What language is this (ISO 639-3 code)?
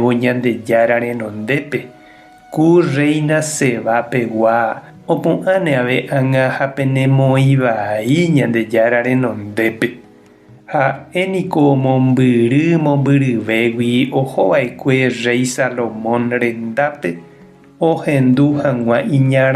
grn